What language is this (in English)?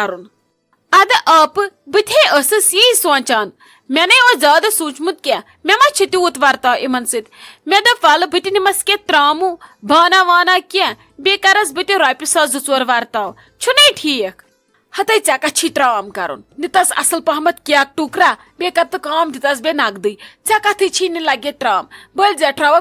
Kashmiri